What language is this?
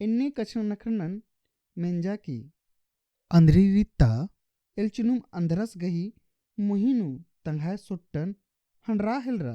Kurukh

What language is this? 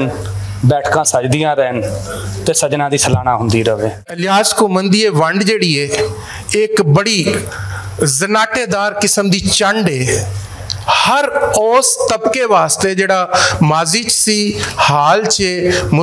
Western Panjabi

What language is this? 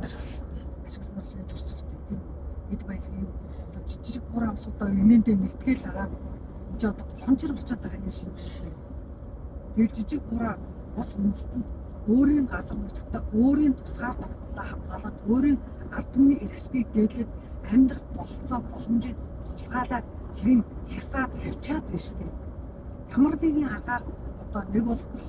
Mongolian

